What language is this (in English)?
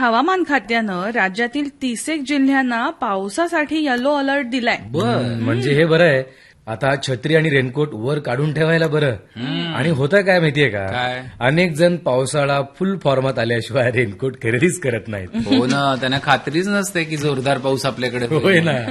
Marathi